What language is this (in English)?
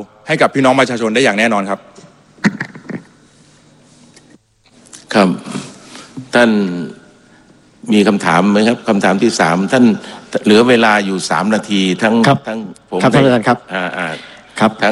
Thai